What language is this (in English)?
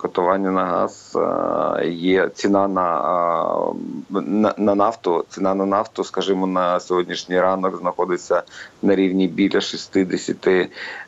Ukrainian